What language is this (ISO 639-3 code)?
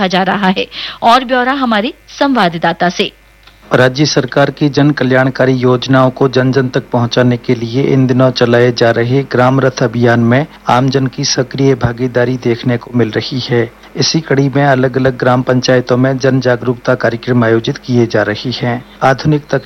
hin